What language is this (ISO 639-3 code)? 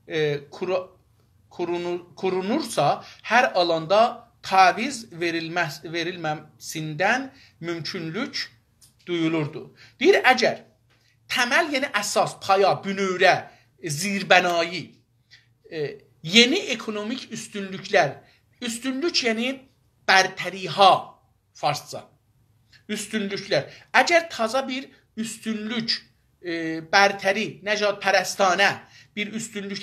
azb